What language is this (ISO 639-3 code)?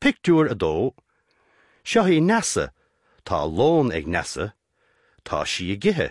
gle